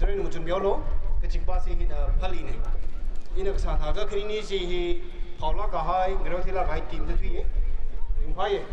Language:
Tangkhul Naga (India)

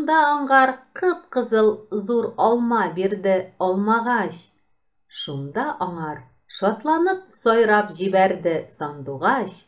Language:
Tatar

